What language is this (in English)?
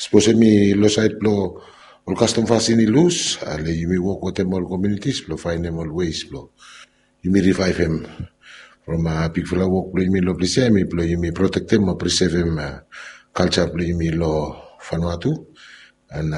Bislama